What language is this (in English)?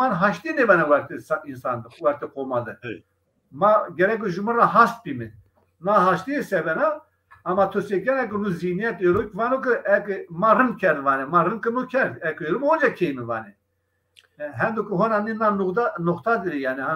Zaza